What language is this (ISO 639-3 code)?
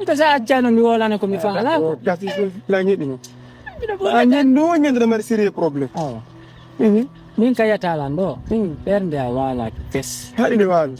ful